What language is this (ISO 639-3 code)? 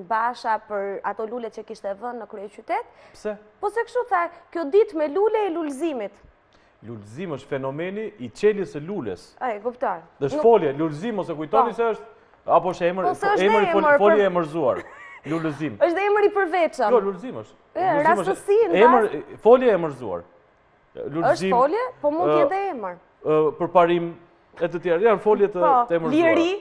sqi